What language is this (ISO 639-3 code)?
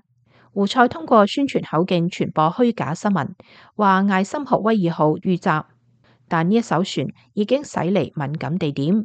yue